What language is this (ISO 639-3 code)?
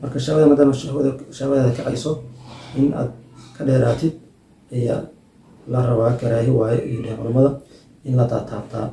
som